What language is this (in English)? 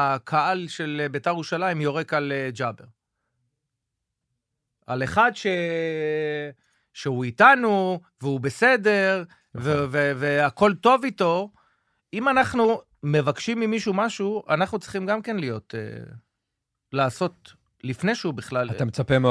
Hebrew